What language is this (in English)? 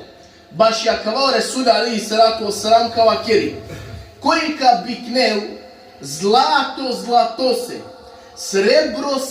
Balkan Romani